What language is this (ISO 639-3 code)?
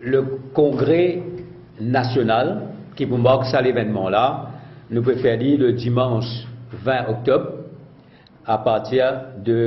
mfe